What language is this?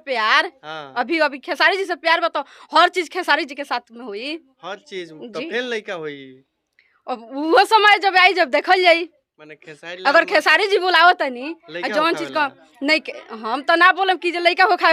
Bhojpuri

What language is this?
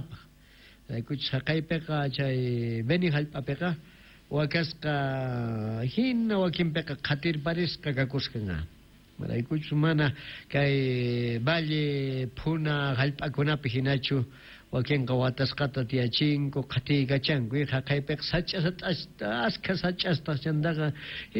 South Bolivian Quechua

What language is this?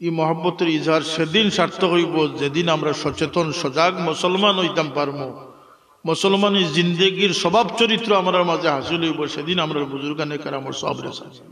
Sylheti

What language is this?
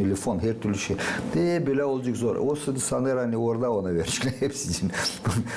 Gagauz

